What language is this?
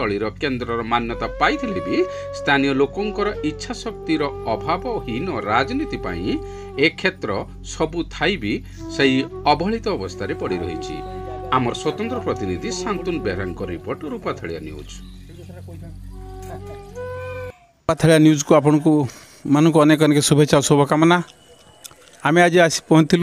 Odia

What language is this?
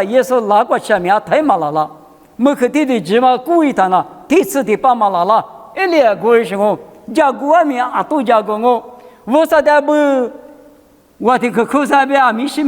Lisu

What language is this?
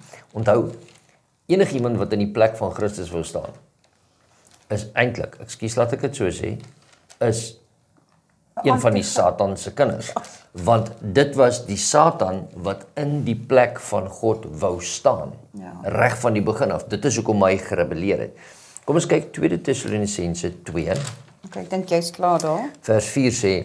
Afrikaans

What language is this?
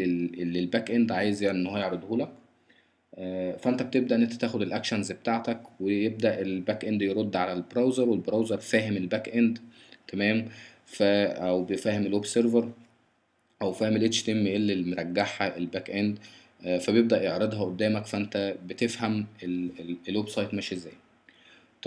Egyptian Arabic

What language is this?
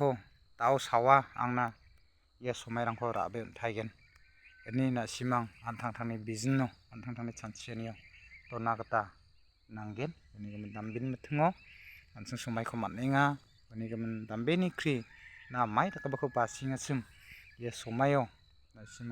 Garo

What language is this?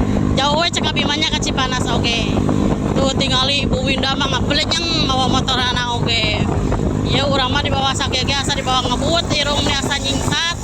Sundanese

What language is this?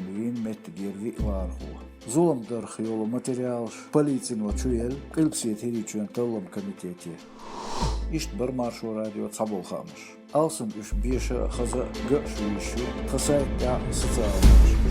Chechen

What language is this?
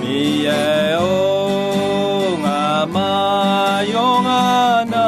Akha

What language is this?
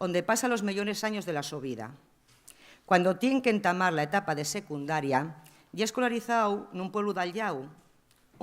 Asturian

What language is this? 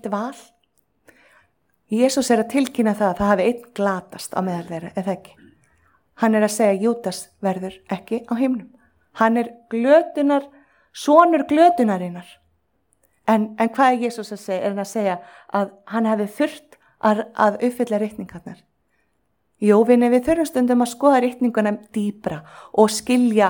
Icelandic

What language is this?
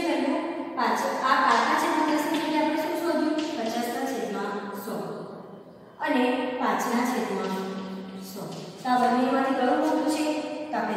Gujarati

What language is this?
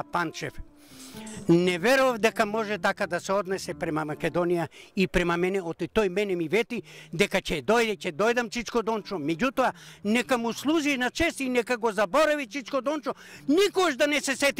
Macedonian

